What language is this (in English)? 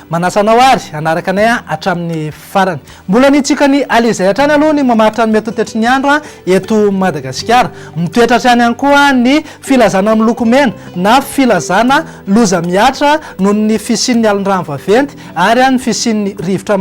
Malagasy